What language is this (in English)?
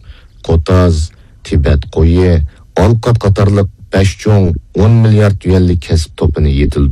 Uyghur